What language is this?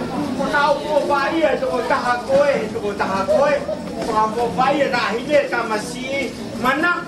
Tongan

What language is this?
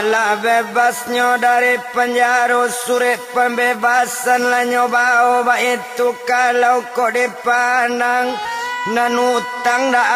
Minangkabau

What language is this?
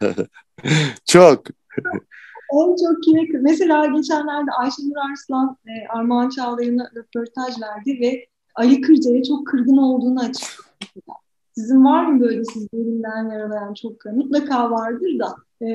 Turkish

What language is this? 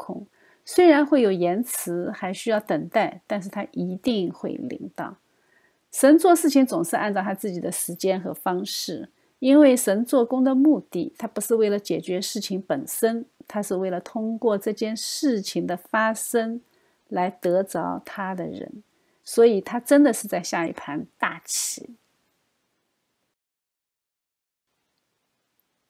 Chinese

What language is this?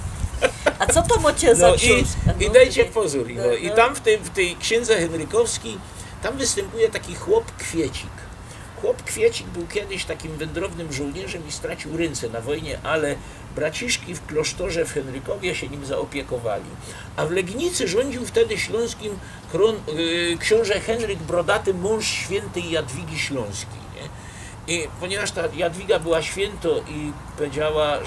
Silesian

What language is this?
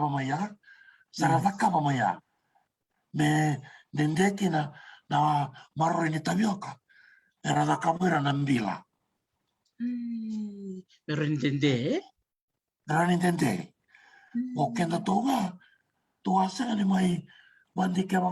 Fijian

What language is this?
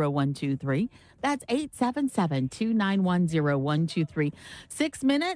English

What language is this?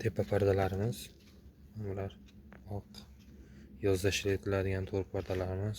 Uzbek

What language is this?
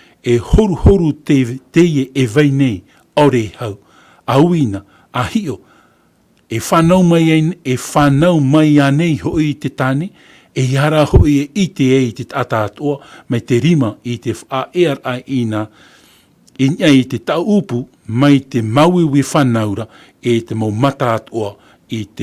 Tahitian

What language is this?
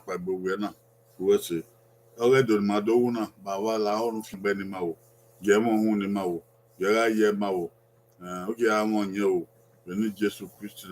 Bini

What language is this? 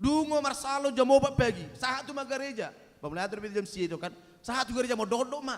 Batak Toba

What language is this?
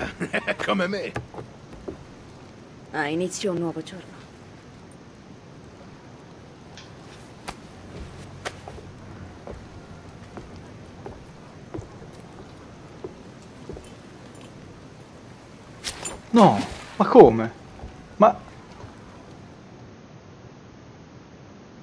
Italian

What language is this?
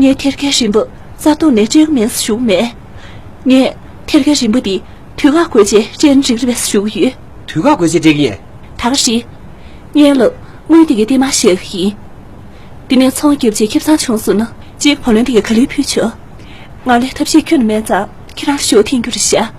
Tibetan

